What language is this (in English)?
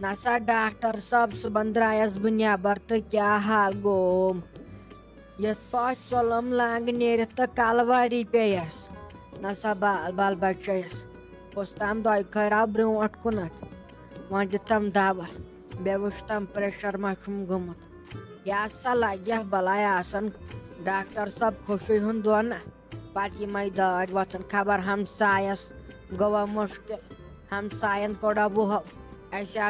Kashmiri